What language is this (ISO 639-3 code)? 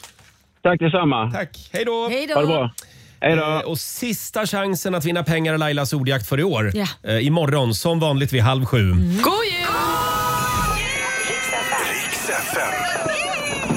swe